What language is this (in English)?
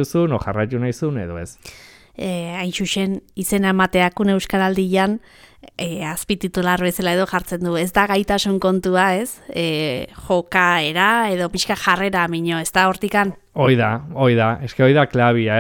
Basque